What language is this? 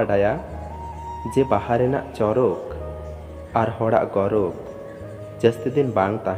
Santali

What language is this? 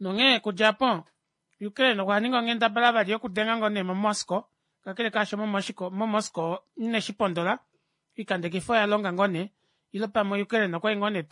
Kuanyama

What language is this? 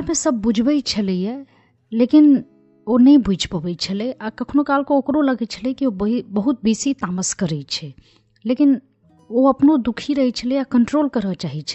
Maithili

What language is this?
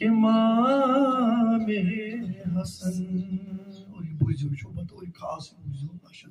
Kashmiri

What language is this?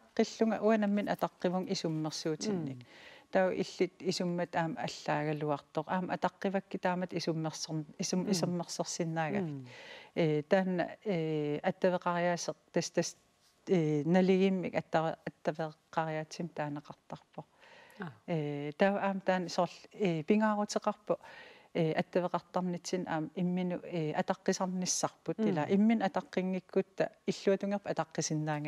Kalaallisut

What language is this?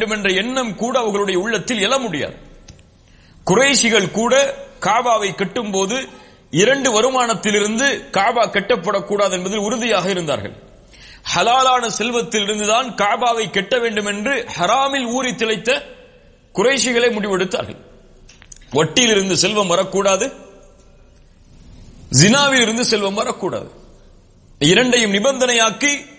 Tamil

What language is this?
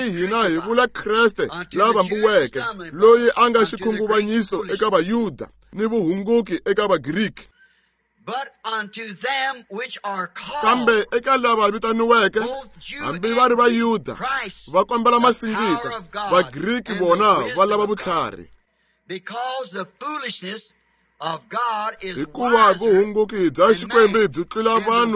Tsonga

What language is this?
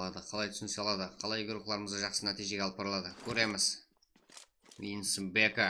Kara-Kalpak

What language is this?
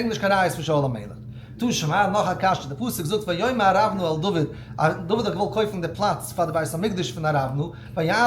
Yiddish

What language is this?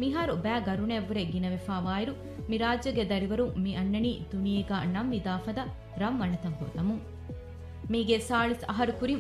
Divehi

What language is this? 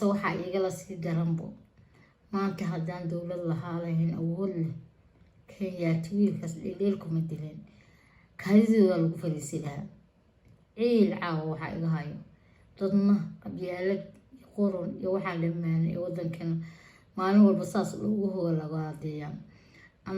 Somali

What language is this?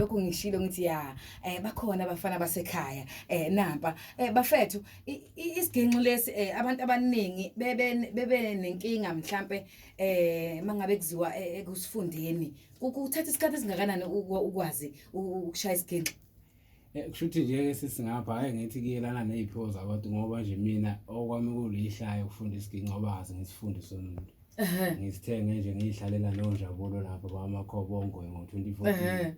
Zulu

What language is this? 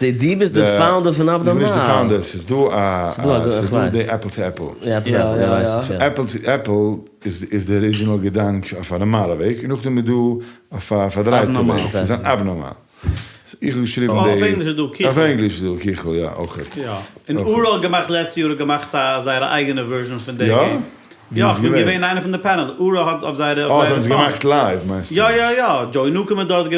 Yiddish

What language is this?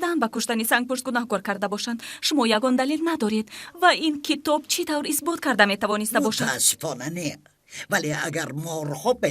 Tajik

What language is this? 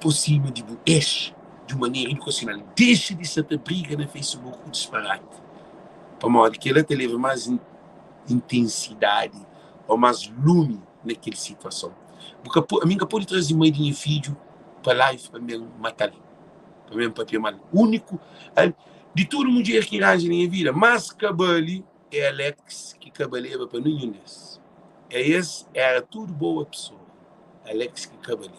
Kabuverdianu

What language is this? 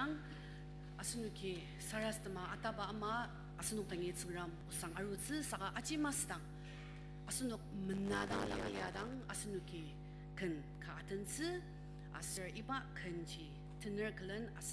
Ao Naga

